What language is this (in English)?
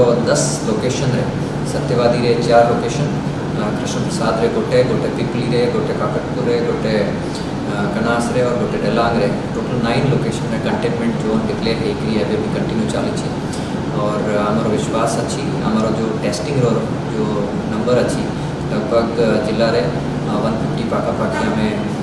Odia